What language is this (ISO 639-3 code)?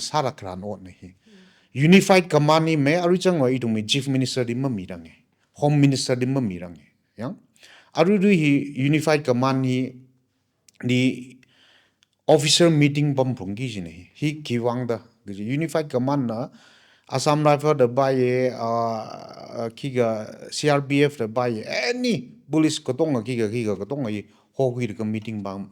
nmf